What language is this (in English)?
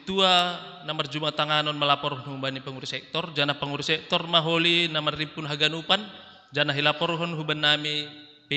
Batak Simalungun